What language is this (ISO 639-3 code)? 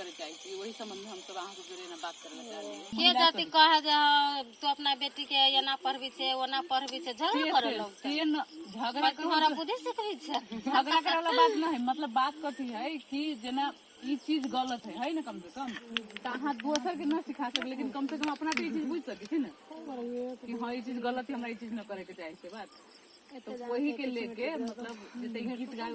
mai